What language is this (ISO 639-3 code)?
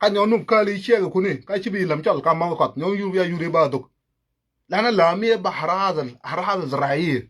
nus